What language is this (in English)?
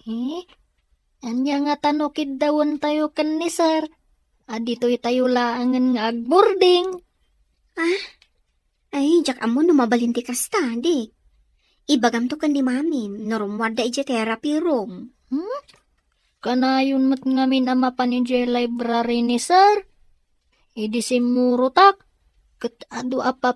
Iloko